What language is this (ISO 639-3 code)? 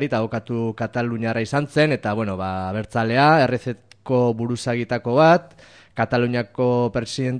eus